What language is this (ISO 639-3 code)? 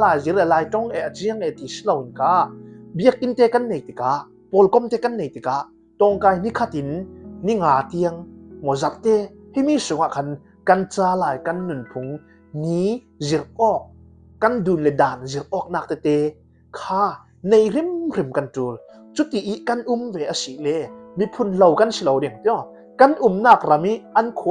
cfm